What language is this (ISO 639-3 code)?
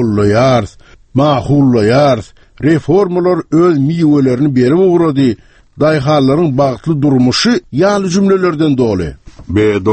tuk